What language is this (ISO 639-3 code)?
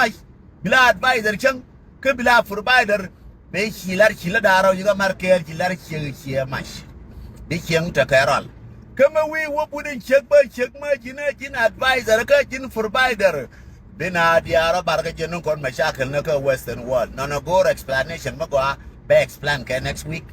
nus